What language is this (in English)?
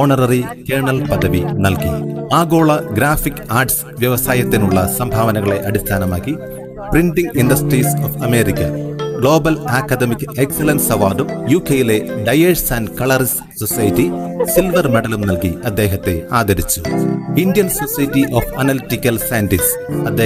Malayalam